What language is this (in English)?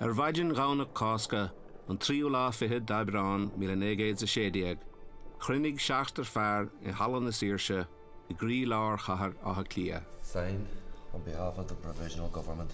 Irish